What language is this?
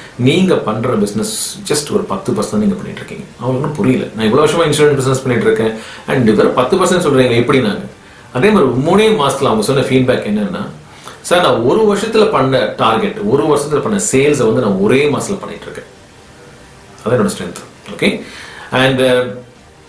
Tamil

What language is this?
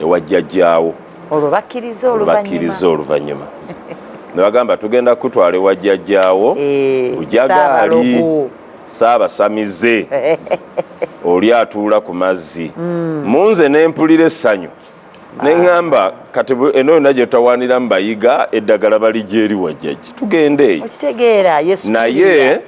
Ganda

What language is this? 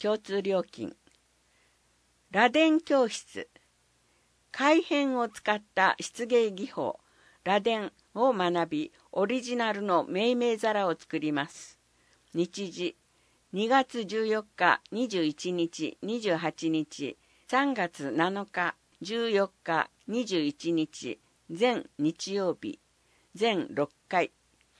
Japanese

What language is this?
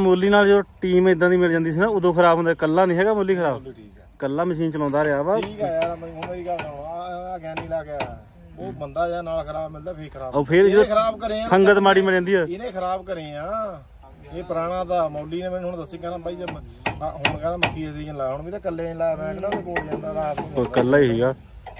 Punjabi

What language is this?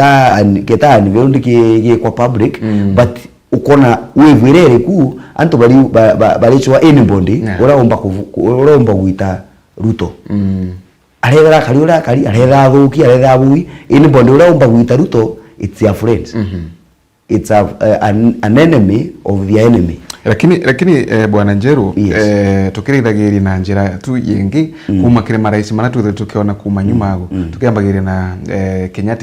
Meru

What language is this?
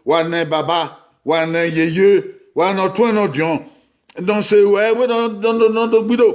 Bini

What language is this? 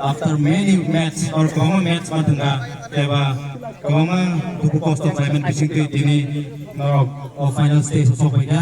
Kok Borok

